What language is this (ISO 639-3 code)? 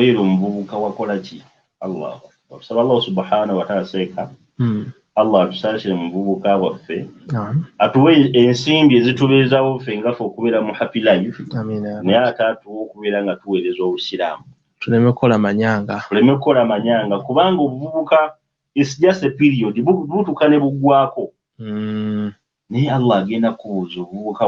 lug